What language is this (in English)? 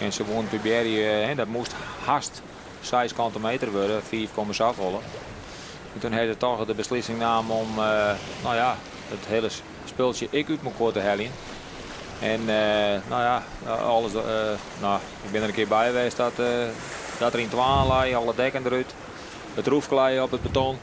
Western Frisian